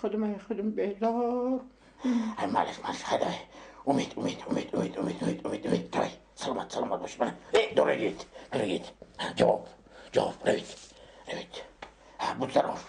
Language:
Tajik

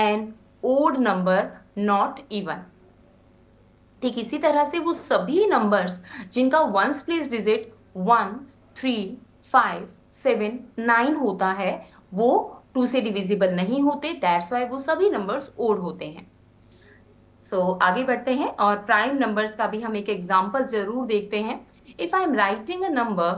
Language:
Hindi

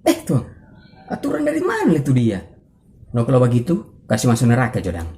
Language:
Manado Malay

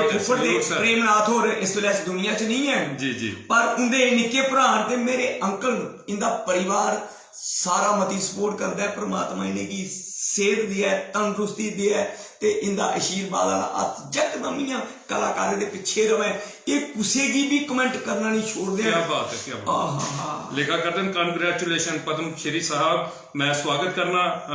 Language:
Dogri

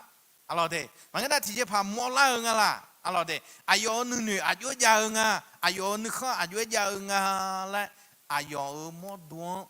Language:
Akha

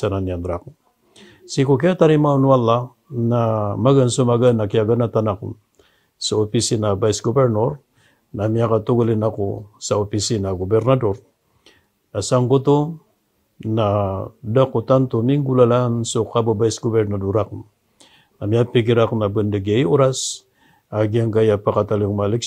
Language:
Maranao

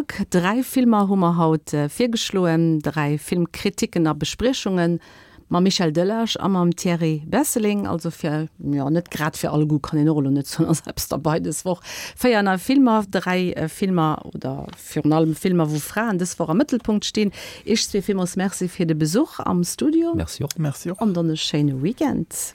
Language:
Luxembourgish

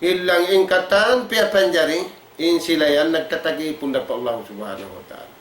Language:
Tausug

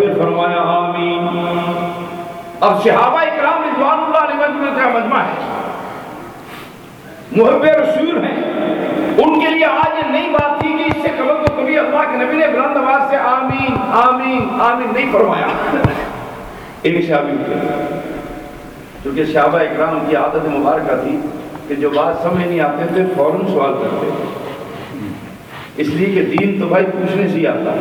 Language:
Urdu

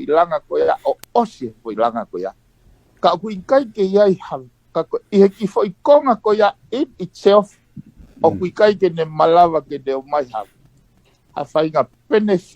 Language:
Tongan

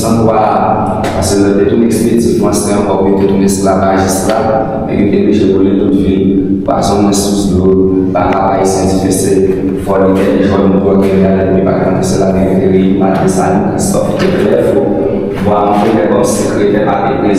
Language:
Haitian Creole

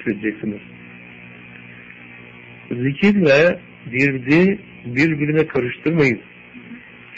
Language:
Turkish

